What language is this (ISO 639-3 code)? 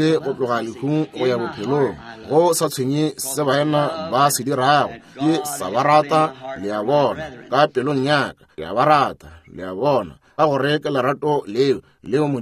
nso